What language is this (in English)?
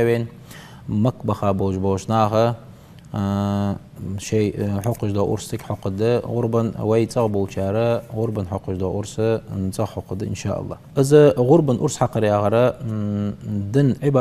Ingush